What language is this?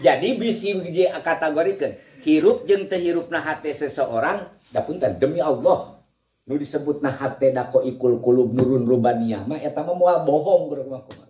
Sundanese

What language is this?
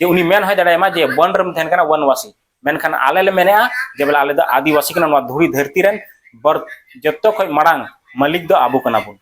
Santali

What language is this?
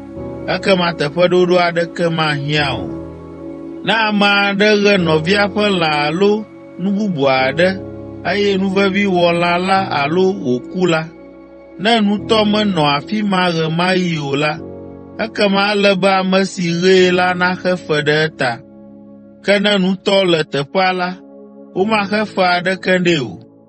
Ewe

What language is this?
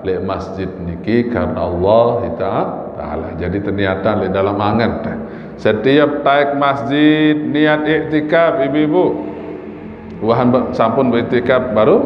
Sasak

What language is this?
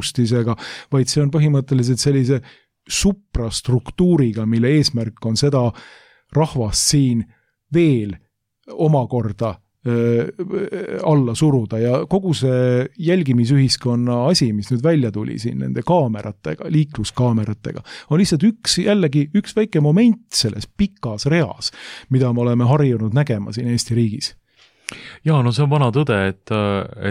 Estonian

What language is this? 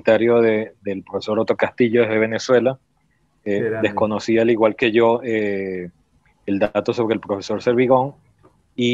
Spanish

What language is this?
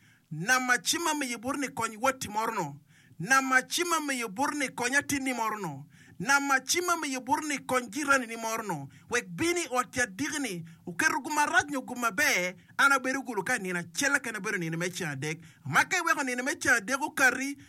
Acoli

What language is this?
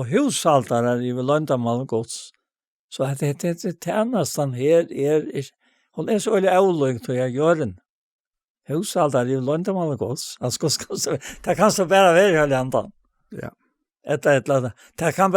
Faroese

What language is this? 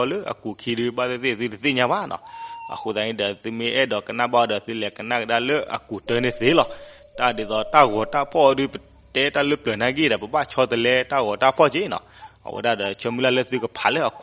S'gaw Karen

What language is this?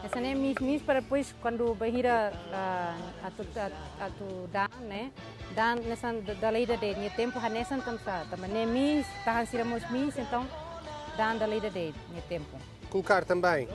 Tetum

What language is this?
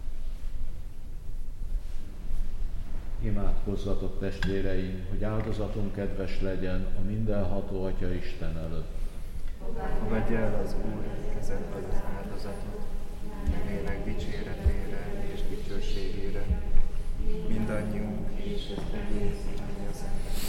Hungarian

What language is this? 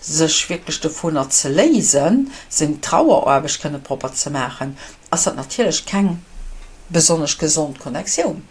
Luxembourgish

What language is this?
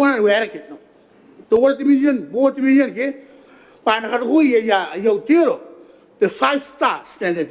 Gilbertese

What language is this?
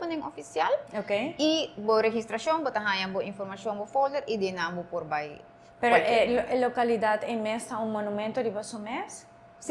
Papiamento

